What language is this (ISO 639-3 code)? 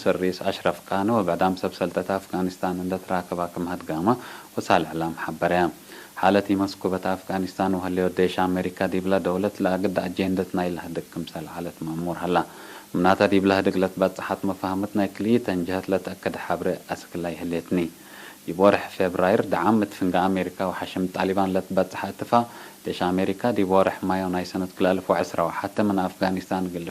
tig